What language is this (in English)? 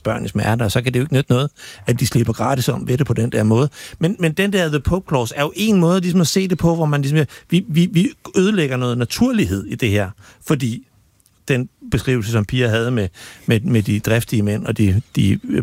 Danish